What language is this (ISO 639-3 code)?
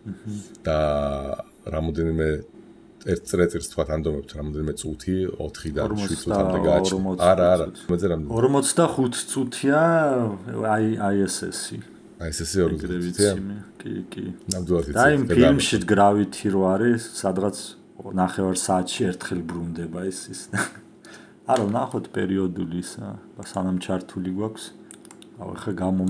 kat